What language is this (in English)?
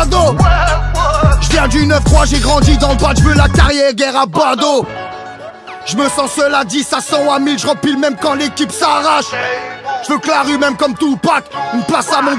French